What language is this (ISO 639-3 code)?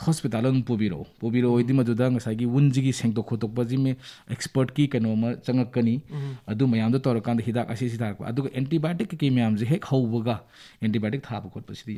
mni